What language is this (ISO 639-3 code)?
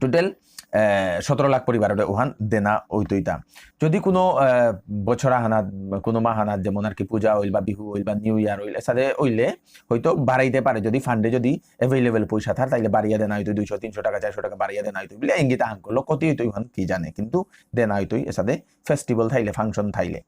bpy